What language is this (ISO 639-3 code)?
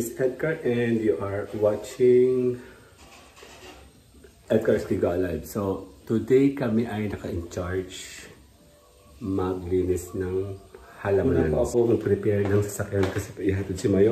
fil